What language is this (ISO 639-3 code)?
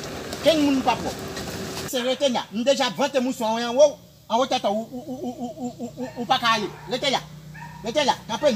hat